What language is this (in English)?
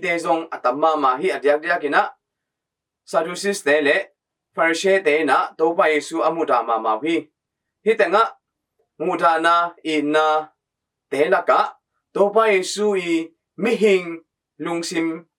Tedim Chin